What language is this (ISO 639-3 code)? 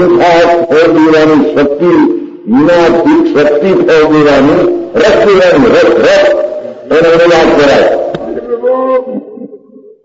guj